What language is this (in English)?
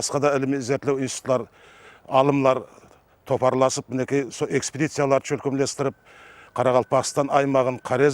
Kara-Kalpak